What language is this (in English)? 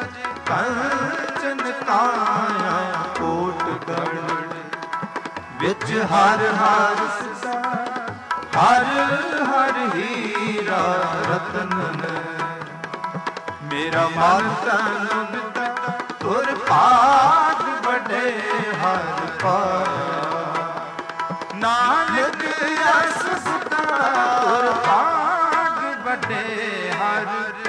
Punjabi